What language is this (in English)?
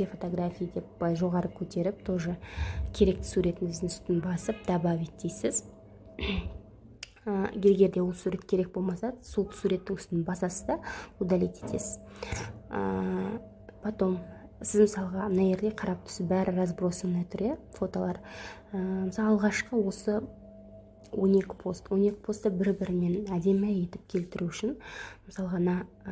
Kazakh